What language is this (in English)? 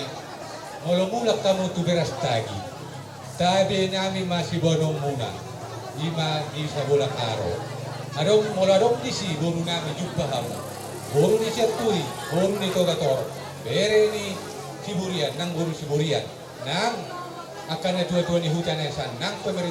Batak Toba